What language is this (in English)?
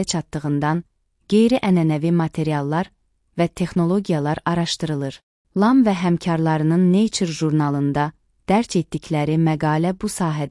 Azerbaijani